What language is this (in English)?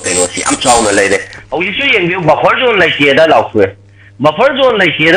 Manipuri